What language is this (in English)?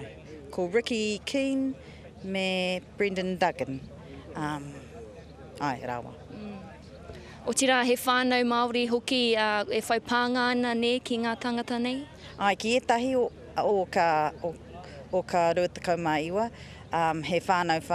Māori